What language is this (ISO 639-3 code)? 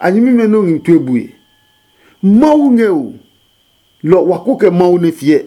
ada